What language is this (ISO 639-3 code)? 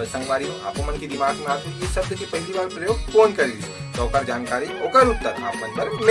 hne